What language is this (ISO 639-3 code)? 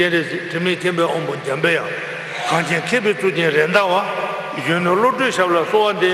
bod